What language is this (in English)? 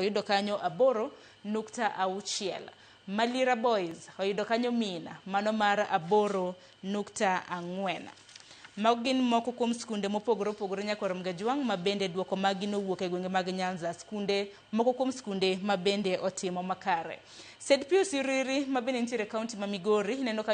Luo (Kenya and Tanzania)